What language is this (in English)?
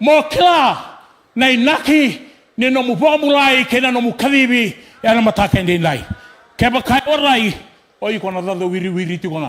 Fijian